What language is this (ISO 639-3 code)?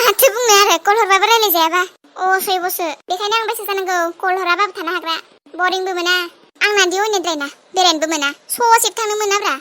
brx